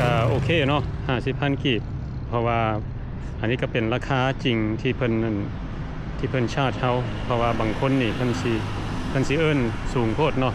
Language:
Lao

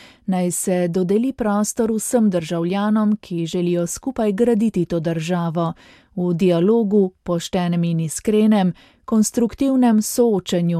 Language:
Slovenian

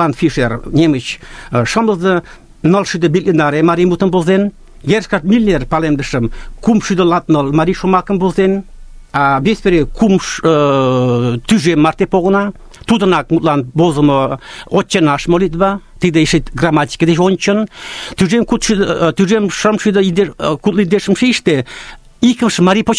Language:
Mari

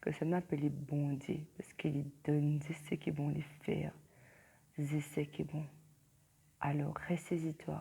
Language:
Morisyen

